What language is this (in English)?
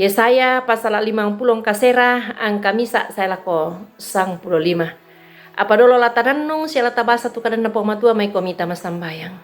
Toraja-Sa'dan